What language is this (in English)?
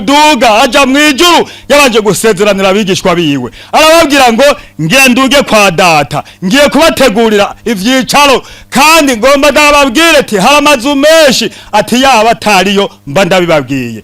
Rundi